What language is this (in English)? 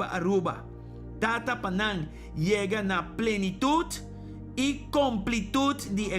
Papiamento